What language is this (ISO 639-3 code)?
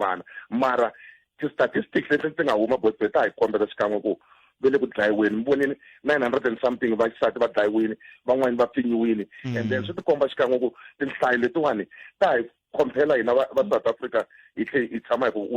tso